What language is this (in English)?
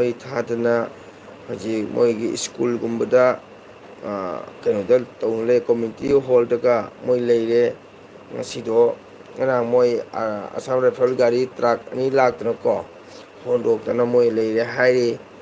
Manipuri